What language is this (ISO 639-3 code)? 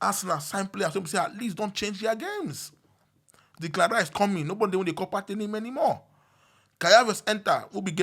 pcm